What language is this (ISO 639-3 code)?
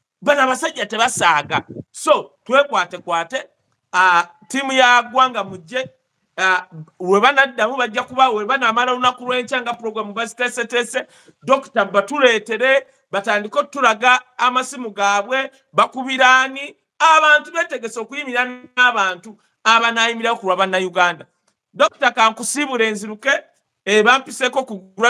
lug